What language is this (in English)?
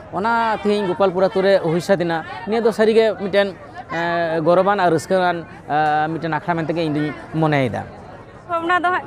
Santali